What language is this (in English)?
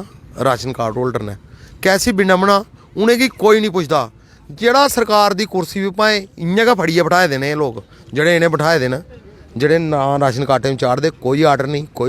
Dogri